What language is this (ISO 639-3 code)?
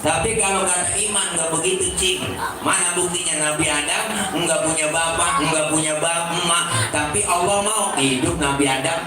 bew